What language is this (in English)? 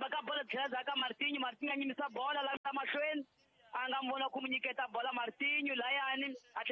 Tsonga